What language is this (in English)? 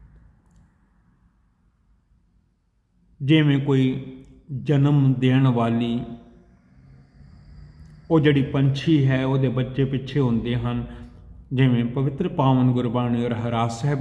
Punjabi